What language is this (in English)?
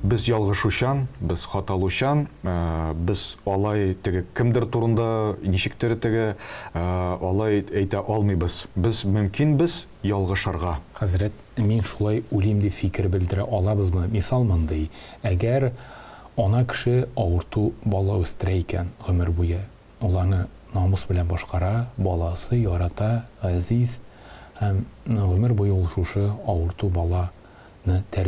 Tatar